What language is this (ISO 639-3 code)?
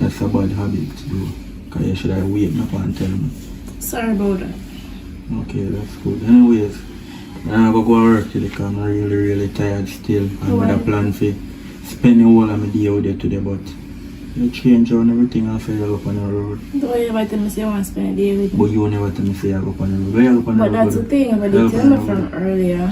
jam